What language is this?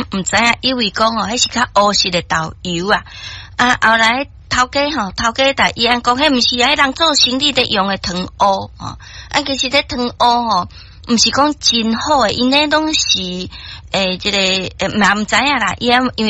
Min Nan Chinese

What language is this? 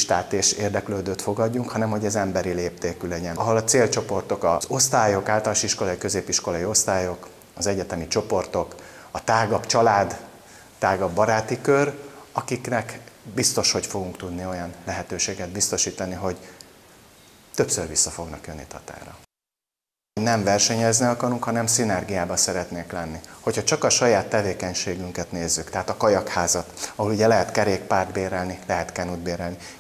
Hungarian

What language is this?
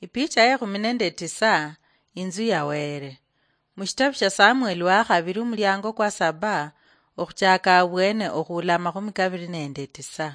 Luyia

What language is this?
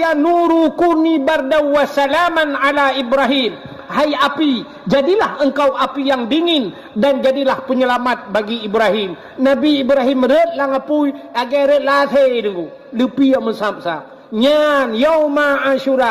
Achinese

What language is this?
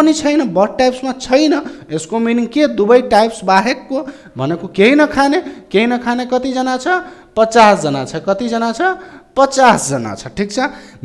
Nepali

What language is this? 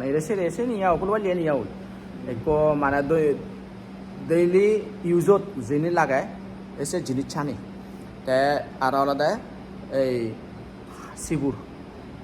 Chakma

